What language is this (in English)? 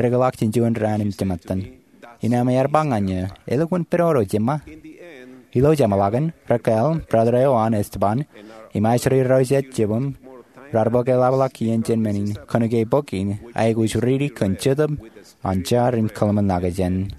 Marshallese